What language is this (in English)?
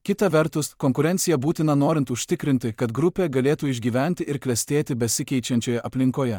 Lithuanian